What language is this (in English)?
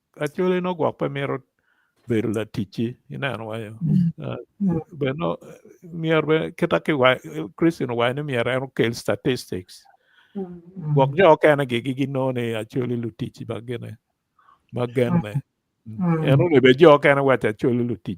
Acoli